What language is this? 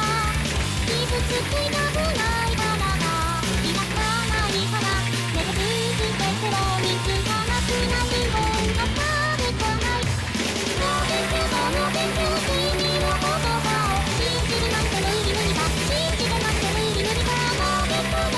Japanese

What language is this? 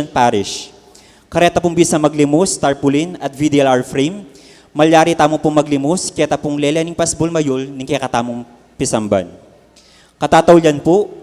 Pampanga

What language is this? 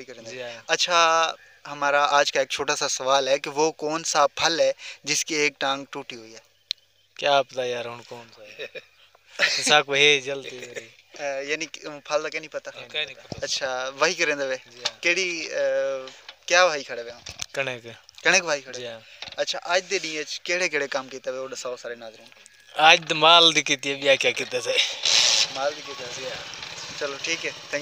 Saraiki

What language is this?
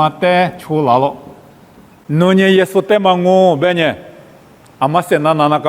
Lisu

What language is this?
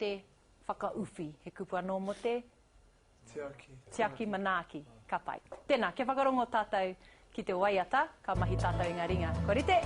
Māori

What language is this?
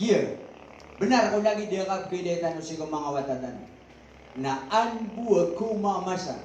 Maranao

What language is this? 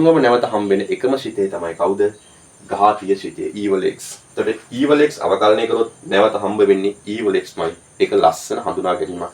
Sinhala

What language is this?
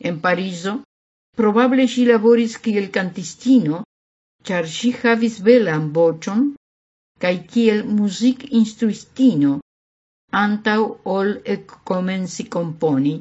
Esperanto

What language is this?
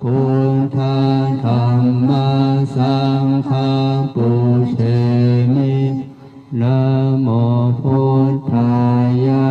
Pali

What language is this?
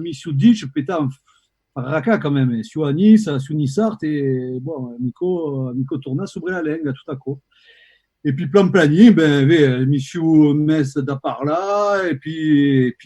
Occitan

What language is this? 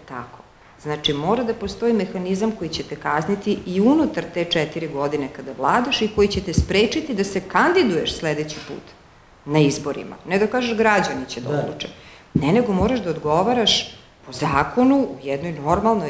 Serbian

